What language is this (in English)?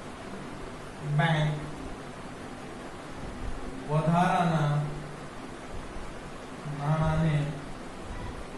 Gujarati